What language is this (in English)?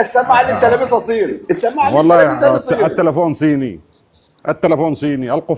Egyptian Arabic